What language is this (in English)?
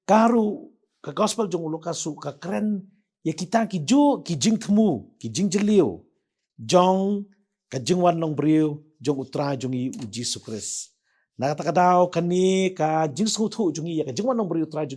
Khasi